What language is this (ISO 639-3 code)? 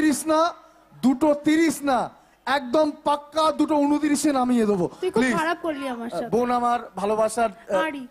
ben